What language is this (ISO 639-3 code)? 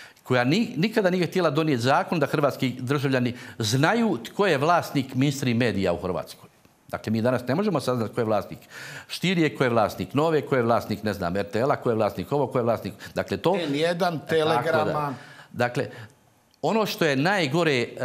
hrv